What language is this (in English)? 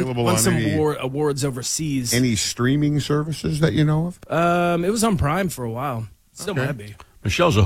English